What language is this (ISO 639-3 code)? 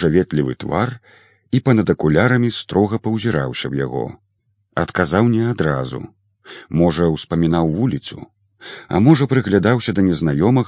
bel